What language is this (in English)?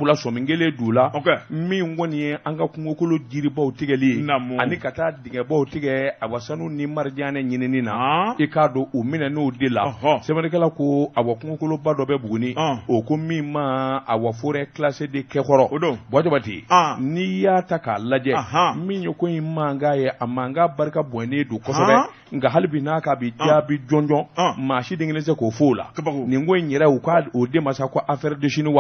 Bambara